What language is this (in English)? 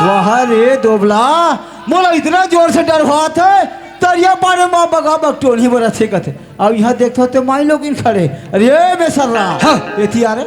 Chhattisgarhi